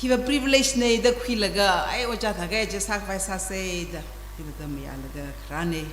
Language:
Tangkhul Naga (India)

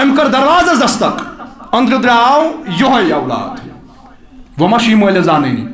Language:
Kashmiri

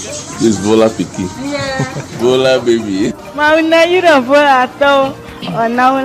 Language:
Ewe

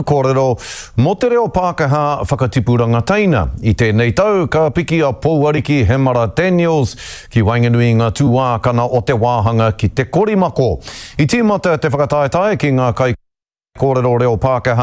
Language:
Māori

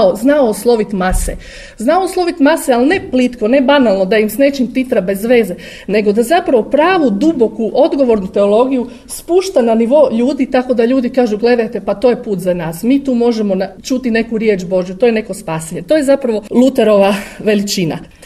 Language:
Croatian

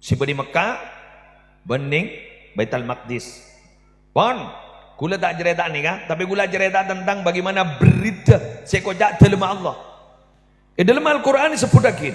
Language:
Madurese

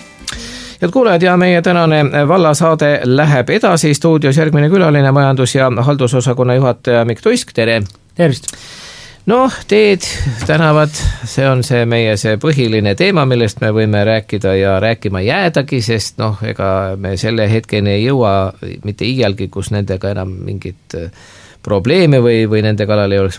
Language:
Estonian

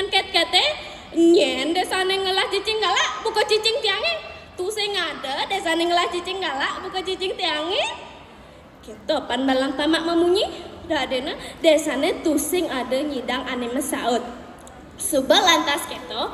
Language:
Balinese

